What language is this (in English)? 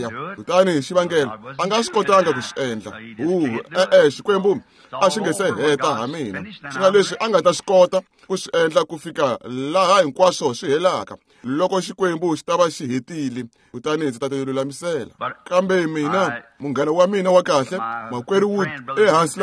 Tsonga